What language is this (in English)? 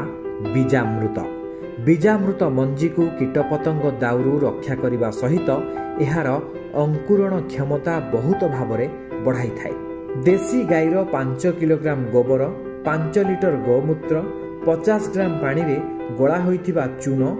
Odia